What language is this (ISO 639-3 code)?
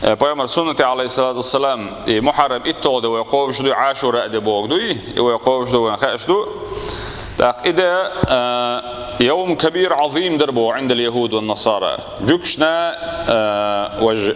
che